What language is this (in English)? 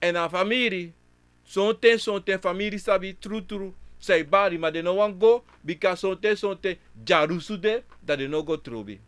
Sranan Tongo